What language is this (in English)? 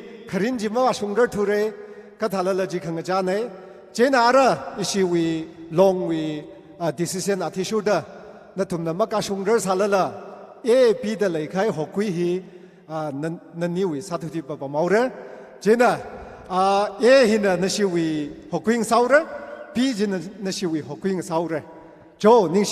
Tangkhul Naga (India)